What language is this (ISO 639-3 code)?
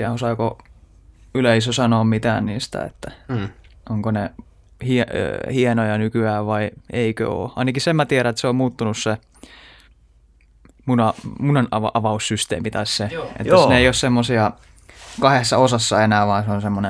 fin